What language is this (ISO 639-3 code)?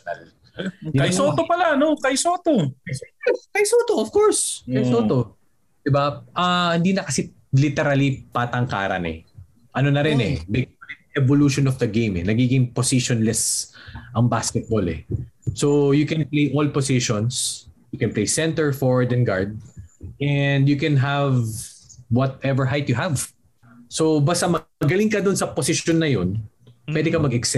fil